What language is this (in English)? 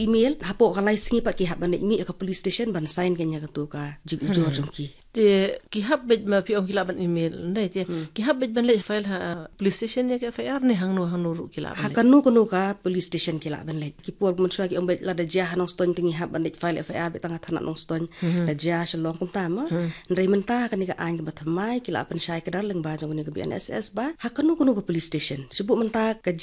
Khasi